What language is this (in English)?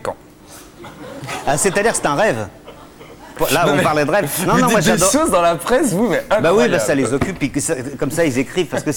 French